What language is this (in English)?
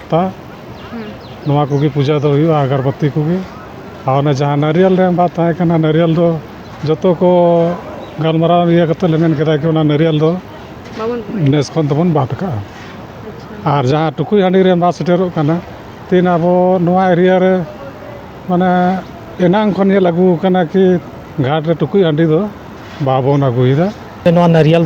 Santali